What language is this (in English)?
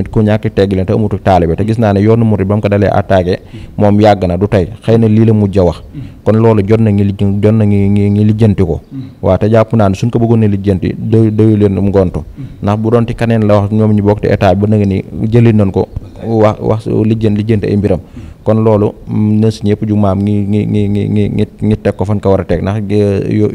Wolof